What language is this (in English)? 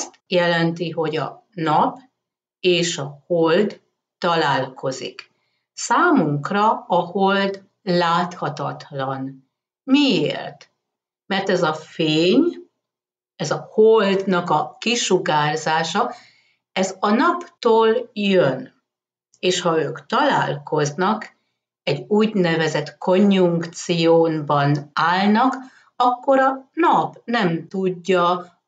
Hungarian